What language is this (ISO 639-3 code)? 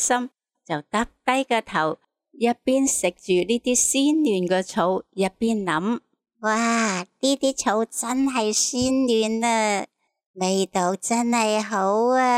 yue